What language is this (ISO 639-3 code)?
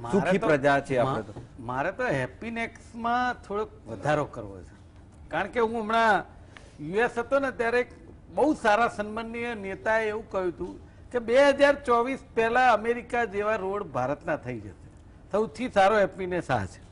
guj